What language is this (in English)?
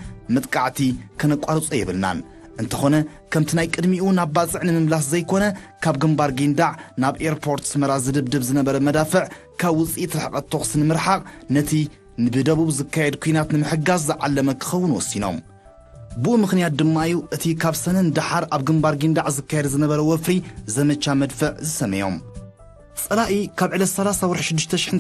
Tigrinya